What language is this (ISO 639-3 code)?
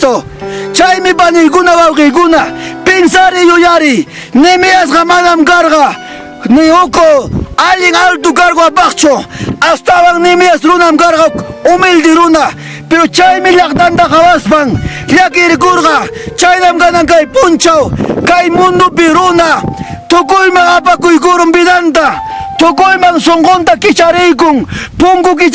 quy